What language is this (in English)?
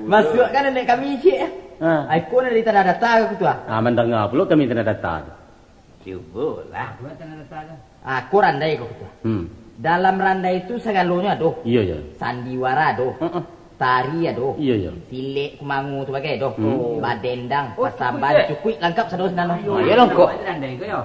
Minangkabau